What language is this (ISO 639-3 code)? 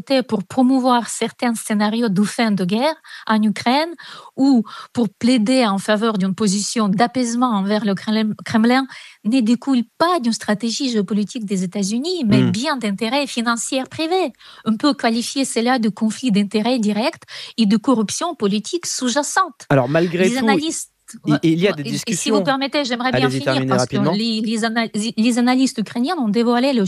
fra